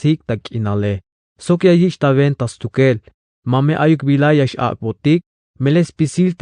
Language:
Tzeltal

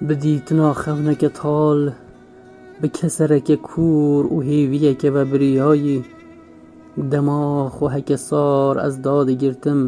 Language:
Kurdish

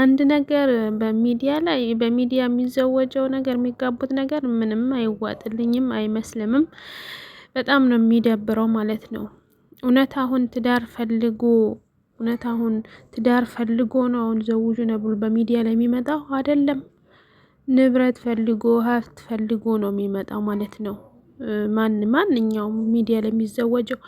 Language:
Amharic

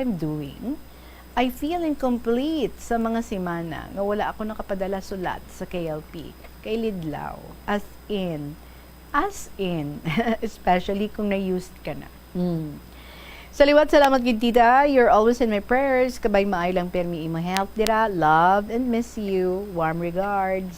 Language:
Hiligaynon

